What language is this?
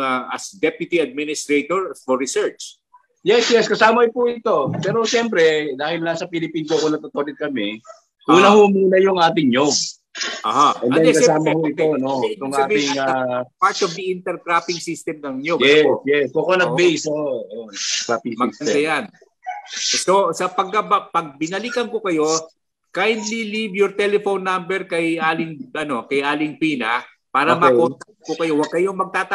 Filipino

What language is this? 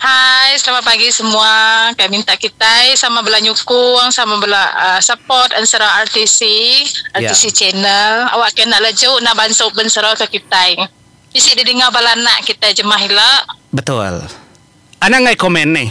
Iban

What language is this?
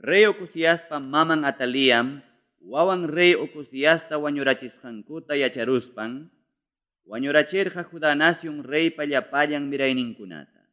Ayacucho Quechua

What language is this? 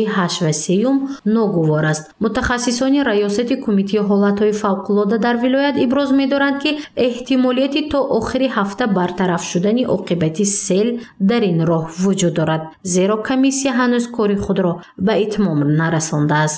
Tajik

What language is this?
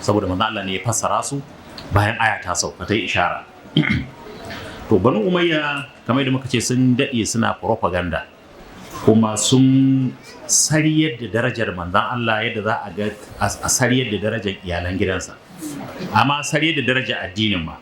Hausa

